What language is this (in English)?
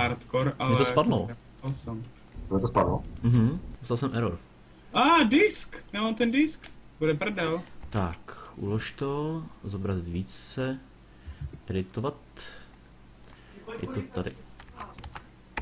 Czech